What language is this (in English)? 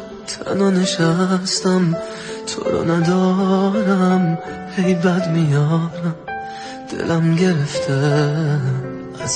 Persian